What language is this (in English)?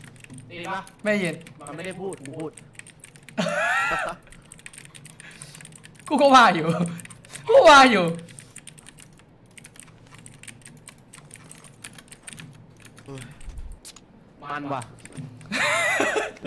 Thai